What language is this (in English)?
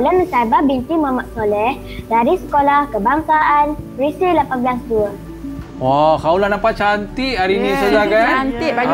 Malay